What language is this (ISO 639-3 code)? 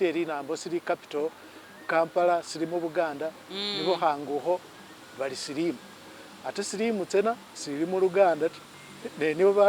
myx